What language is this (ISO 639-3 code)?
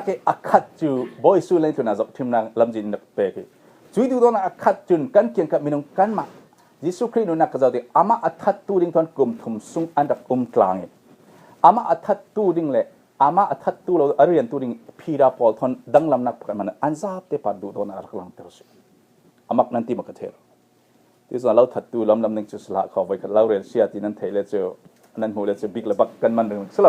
cfm